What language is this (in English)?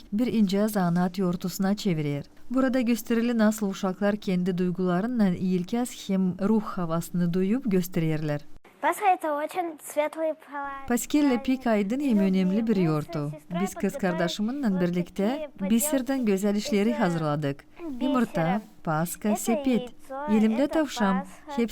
Gagauz